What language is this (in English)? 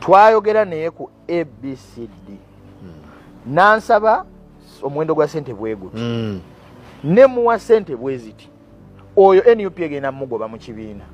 Ganda